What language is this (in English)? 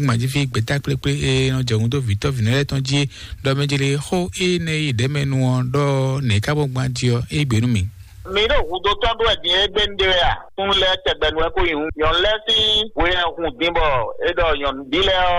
Fon